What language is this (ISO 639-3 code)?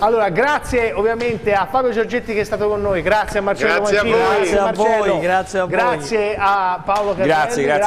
ita